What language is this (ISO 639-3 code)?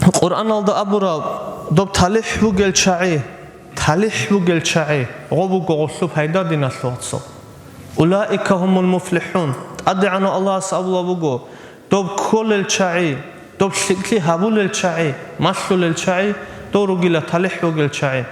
ava